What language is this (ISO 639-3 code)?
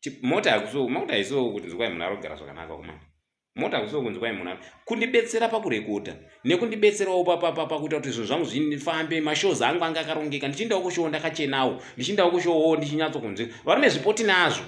sna